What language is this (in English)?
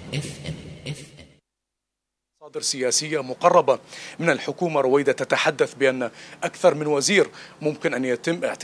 Arabic